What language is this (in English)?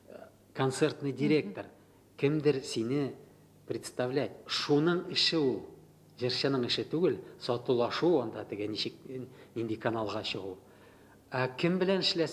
Tatar